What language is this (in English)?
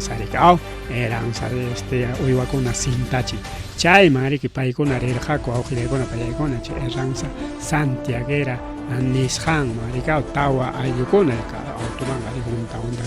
Ayacucho Quechua